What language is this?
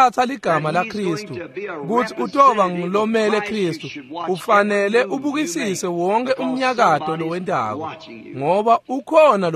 Swati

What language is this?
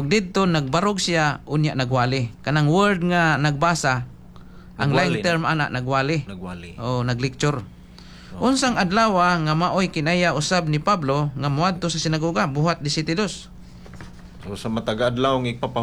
Cebuano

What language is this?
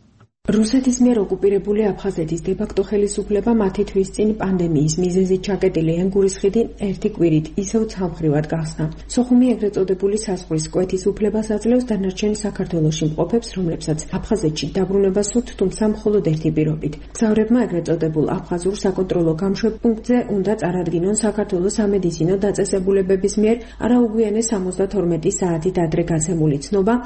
Georgian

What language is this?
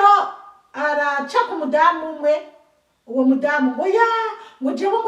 Rundi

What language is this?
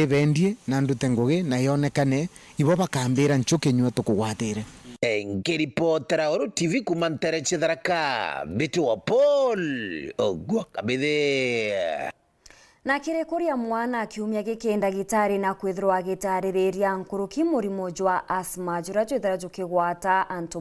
Meru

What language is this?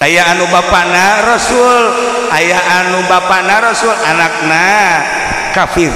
Sundanese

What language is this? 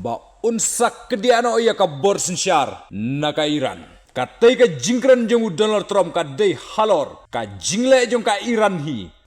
Khasi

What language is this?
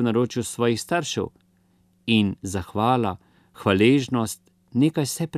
Slovenian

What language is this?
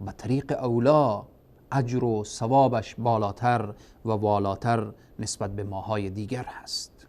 Persian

